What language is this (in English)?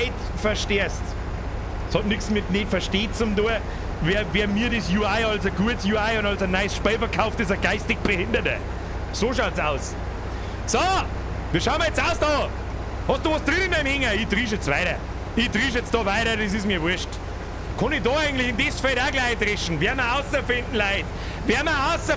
Bavarian